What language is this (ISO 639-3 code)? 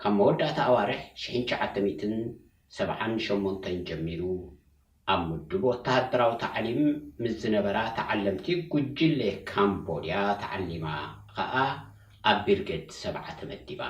tir